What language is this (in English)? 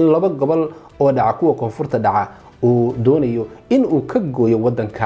Somali